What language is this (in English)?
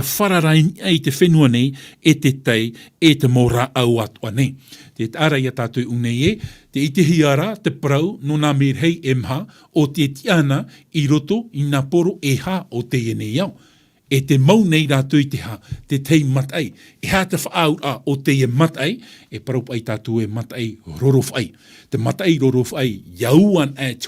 Tahitian